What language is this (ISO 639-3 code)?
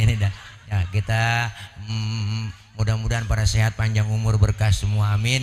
bew